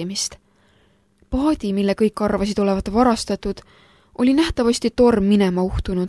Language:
Estonian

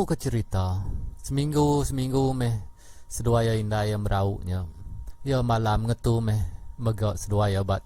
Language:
Iban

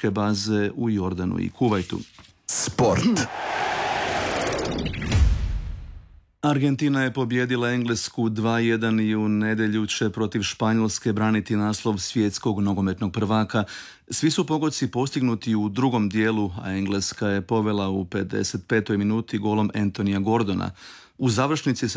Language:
Croatian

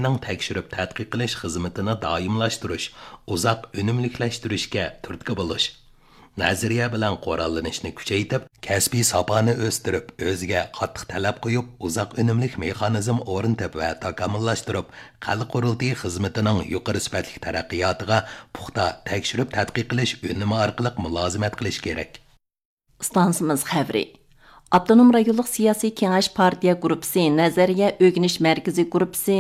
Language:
Uyghur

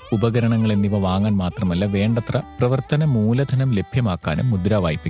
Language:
Malayalam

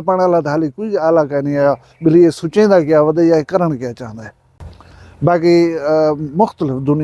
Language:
Saraiki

